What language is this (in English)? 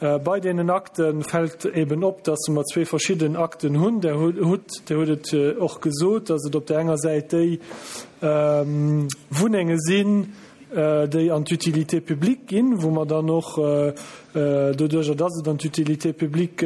Luxembourgish